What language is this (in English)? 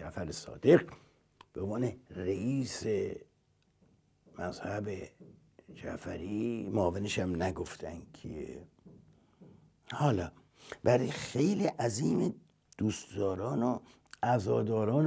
Persian